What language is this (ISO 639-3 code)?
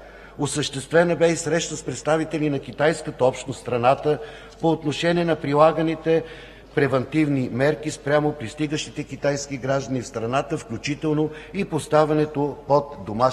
bul